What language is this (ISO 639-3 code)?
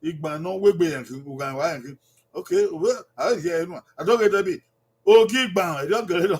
bin